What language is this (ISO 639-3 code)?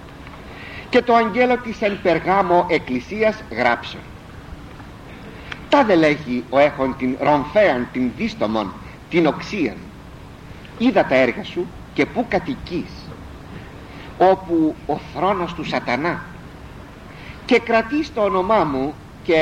ell